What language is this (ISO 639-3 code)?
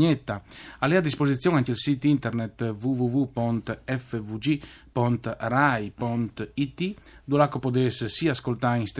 fur